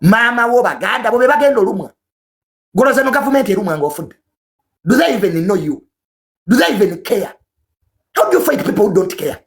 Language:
Ganda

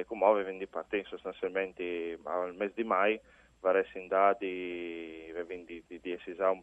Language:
Friulian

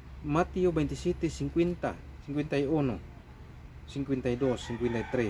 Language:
Cebuano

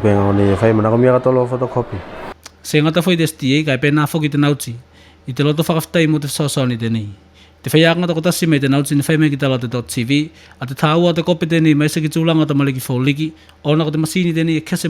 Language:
Tuvalu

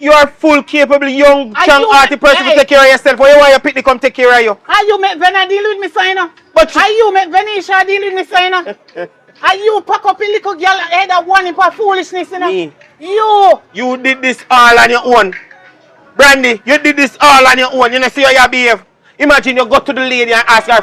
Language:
Jamaican Creole English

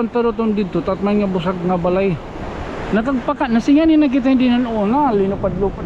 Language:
Waray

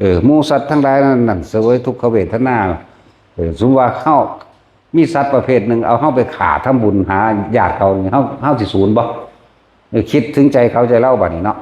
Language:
Northeastern Thai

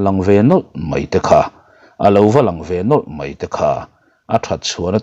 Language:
Mizo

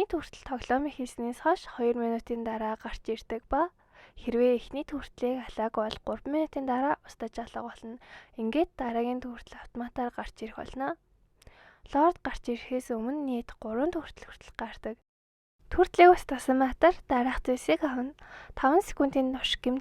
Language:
Mongolian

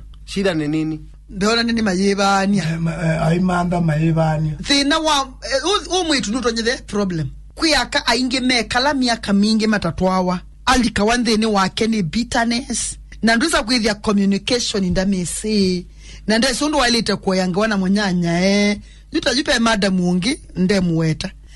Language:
Kamba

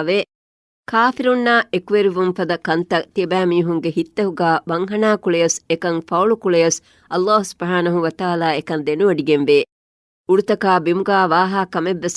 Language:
Divehi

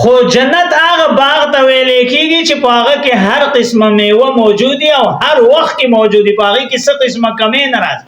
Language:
Pashto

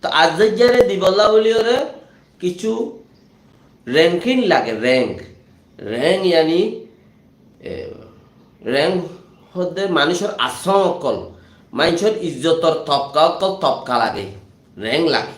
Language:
Rohingya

